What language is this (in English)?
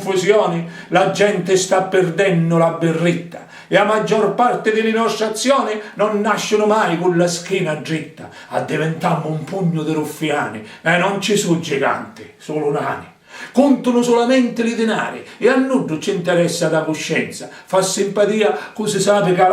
Sicilian